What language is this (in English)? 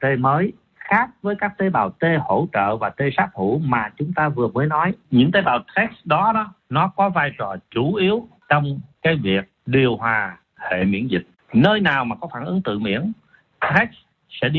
Vietnamese